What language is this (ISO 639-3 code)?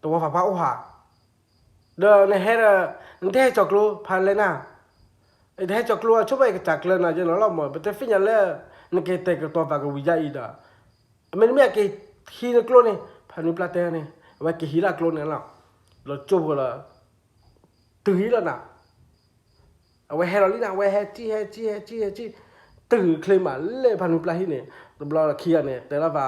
ksw